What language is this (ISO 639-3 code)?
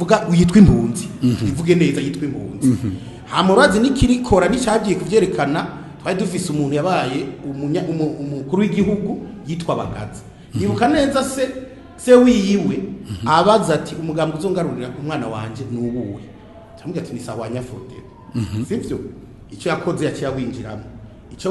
run